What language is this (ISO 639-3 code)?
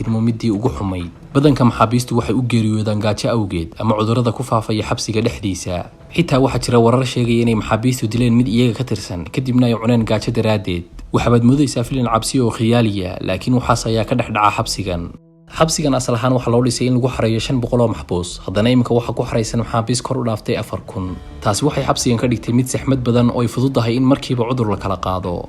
som